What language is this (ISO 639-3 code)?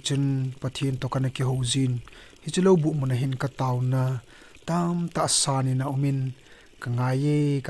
tcz